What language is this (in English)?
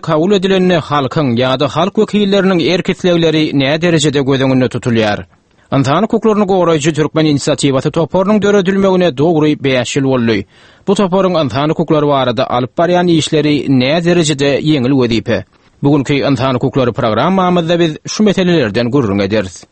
Turkmen